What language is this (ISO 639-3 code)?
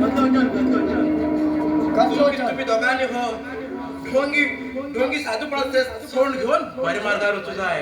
kok